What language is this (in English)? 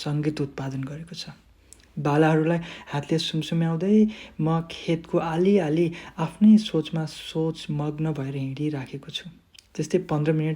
Nepali